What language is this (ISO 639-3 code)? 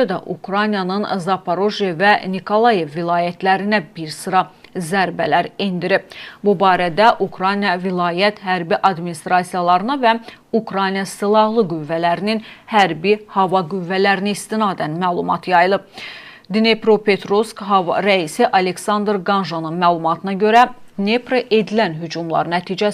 aze